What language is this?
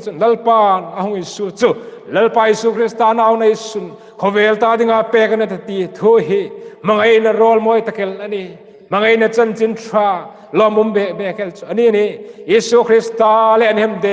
Hmar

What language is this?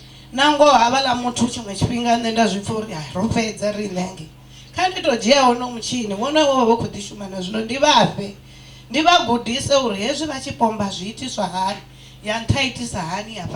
Venda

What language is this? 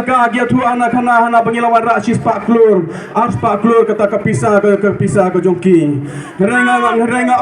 Khasi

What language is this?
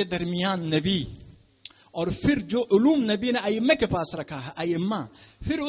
Urdu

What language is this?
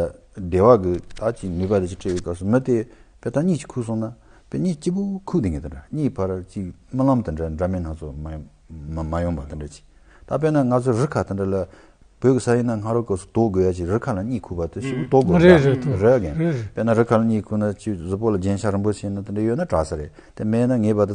Tibetan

